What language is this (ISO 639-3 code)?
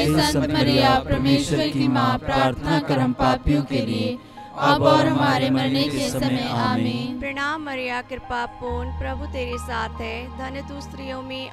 hin